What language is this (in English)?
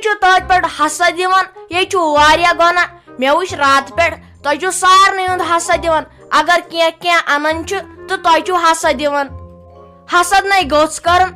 Kashmiri